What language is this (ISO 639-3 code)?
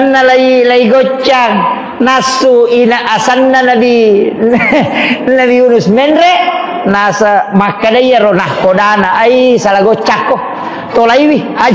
bug